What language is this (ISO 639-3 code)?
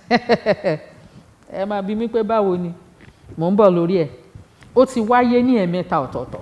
yor